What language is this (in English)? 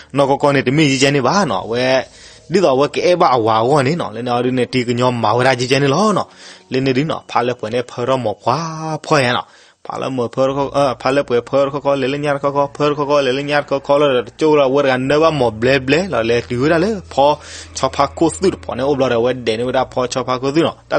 S'gaw Karen